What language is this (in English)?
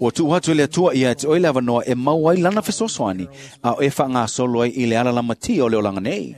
Samoan